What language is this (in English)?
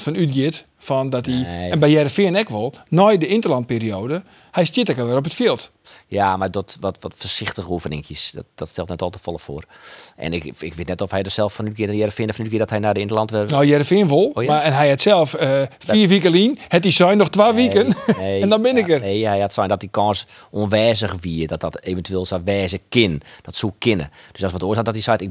Western Frisian